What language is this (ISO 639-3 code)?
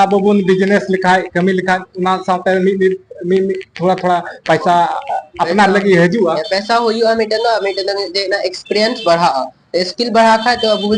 sat